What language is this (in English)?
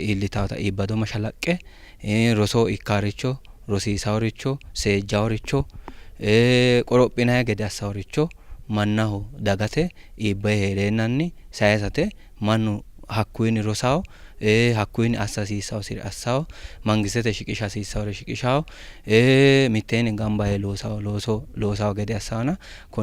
Sidamo